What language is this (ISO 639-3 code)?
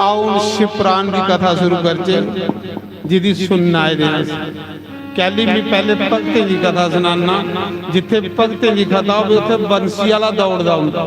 doi